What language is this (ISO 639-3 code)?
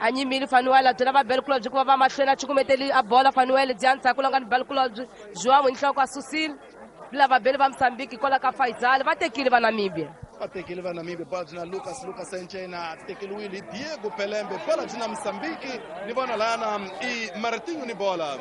tso